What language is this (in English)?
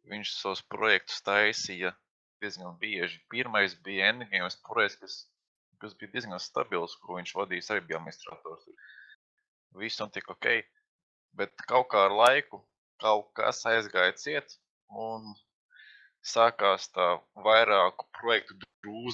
Latvian